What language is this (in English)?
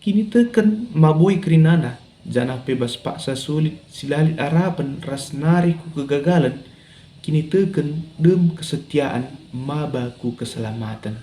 Batak Karo